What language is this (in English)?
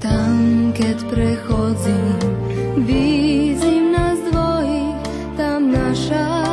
Rusyn